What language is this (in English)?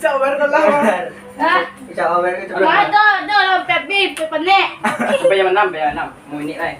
Minangkabau